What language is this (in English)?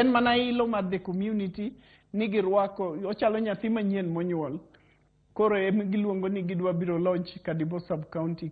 Luo (Kenya and Tanzania)